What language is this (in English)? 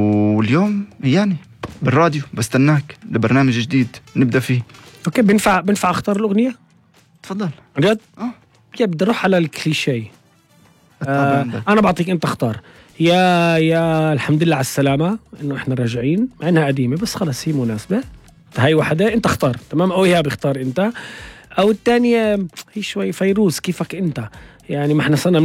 North Levantine Arabic